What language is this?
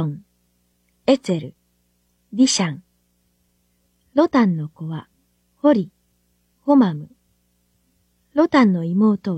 Japanese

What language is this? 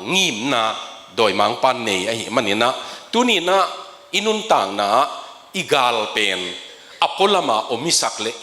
Tedim Chin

